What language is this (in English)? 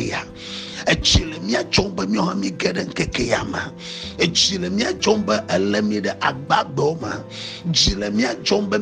Ewe